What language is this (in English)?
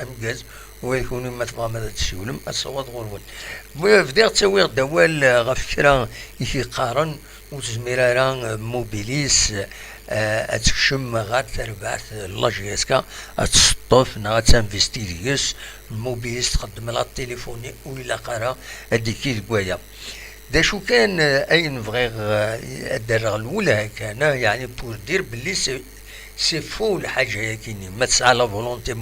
Kabyle